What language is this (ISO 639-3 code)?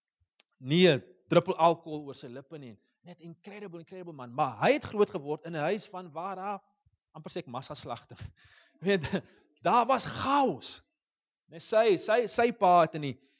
afr